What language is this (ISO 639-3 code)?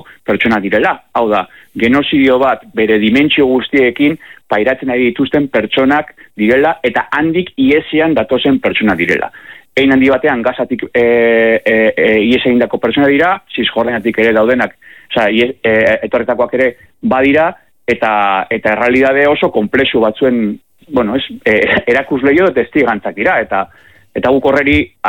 eus